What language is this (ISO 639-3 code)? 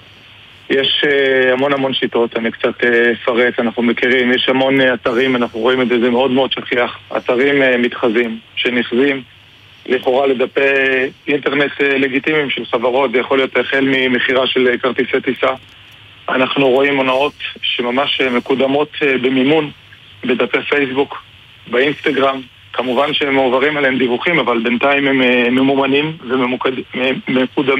heb